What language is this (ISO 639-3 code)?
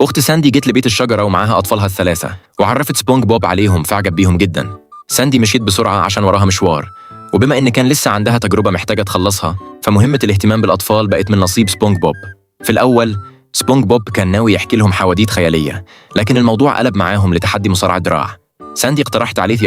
arz